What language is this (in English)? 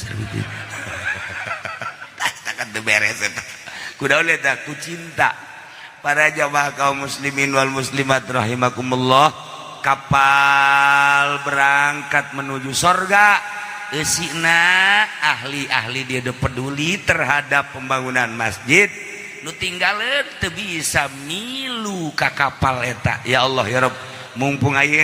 Sundanese